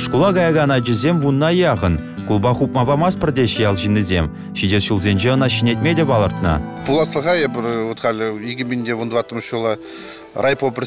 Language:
Chuvash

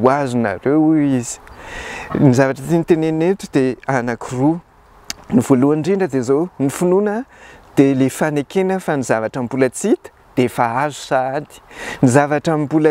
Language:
Malagasy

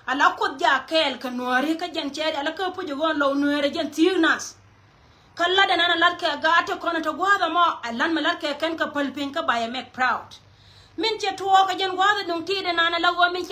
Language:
Nuer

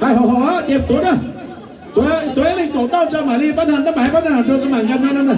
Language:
Hmong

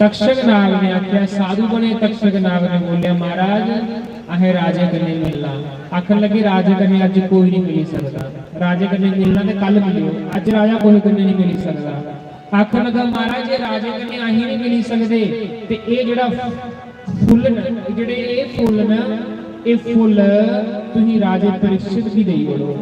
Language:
Dogri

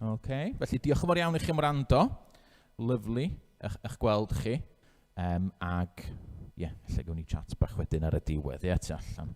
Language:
Welsh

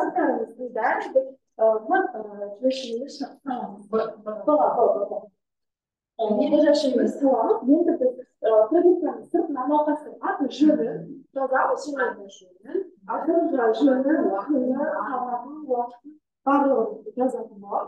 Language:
Kazakh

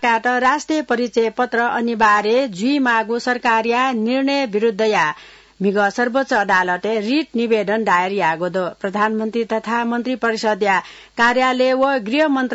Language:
Newari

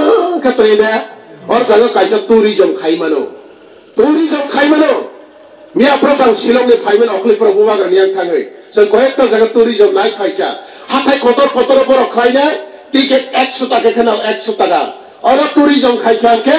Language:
Kok Borok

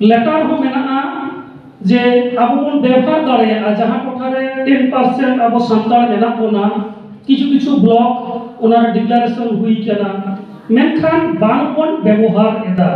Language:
Santali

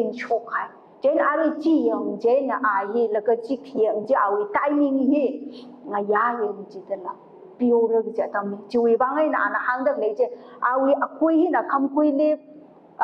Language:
Tangkhul Naga (India)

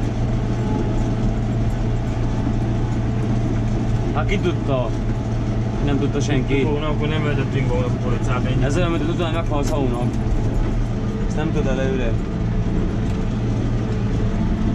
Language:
Hungarian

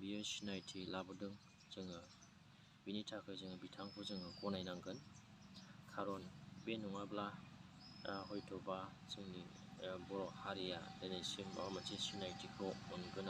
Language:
Bodo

